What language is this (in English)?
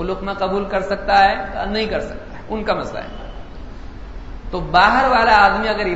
Urdu